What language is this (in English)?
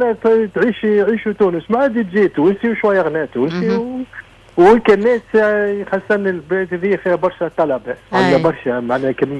Tunisian Arabic